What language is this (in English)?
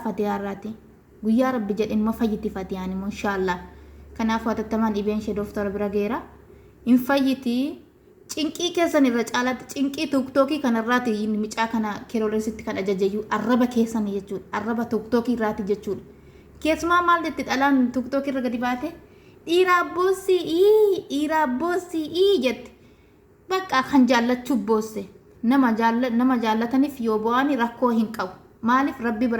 Oromo